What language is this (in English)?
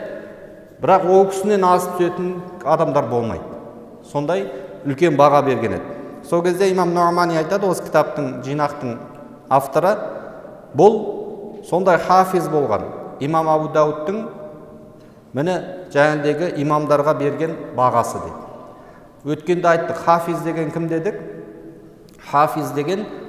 Kazakh